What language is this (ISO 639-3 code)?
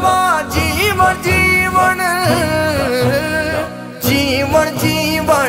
urd